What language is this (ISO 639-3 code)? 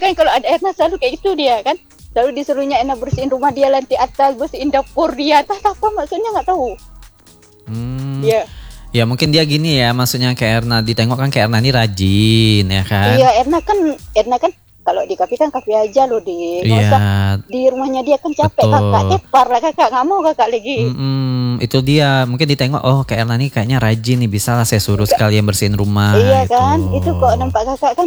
ind